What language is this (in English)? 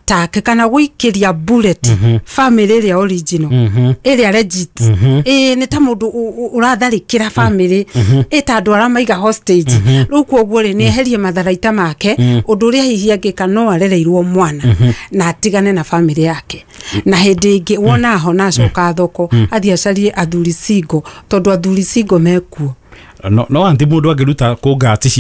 Kikuyu